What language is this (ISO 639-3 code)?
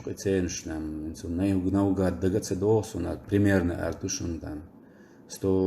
che